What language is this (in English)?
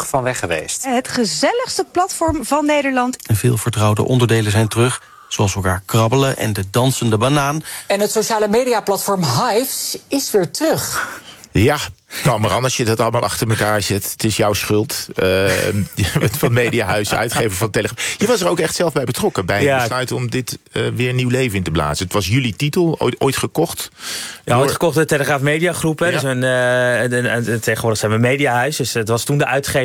Dutch